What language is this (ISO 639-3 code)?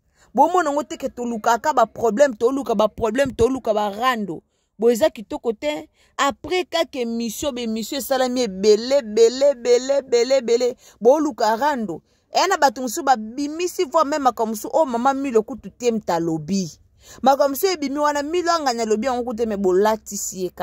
lin